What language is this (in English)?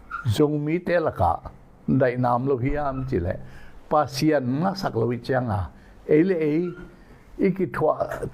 Tedim Chin